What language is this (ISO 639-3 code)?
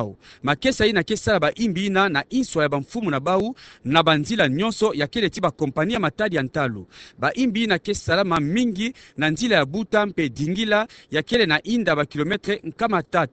ktu